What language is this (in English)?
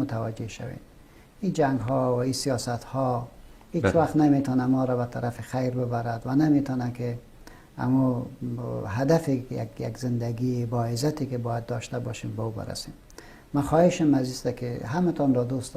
Persian